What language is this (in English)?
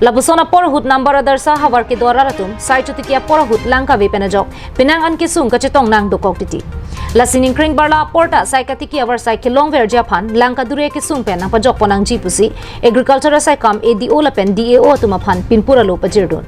Karbi